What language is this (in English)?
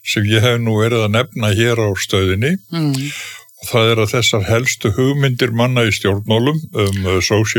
Icelandic